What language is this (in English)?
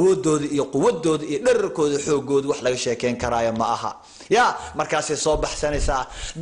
Somali